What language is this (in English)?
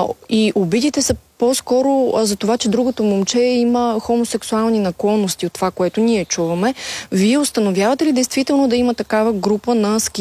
Bulgarian